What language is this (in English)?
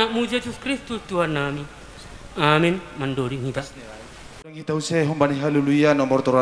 Batak Simalungun